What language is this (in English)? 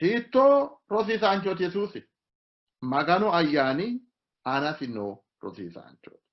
Sidamo